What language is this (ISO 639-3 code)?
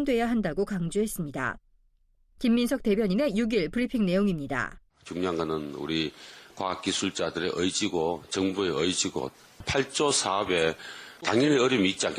kor